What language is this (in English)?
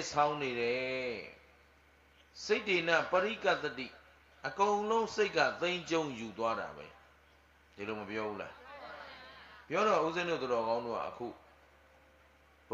Burmese